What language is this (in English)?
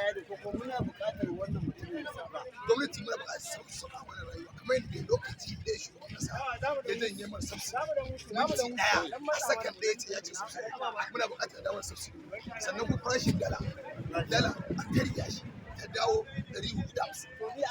Hausa